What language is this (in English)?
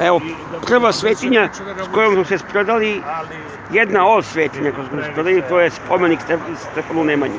Serbian